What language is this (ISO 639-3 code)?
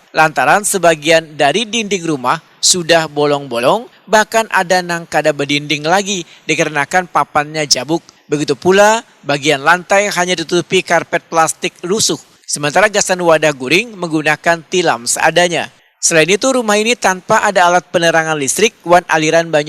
bjn